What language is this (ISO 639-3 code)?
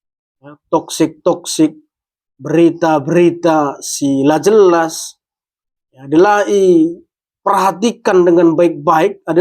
btx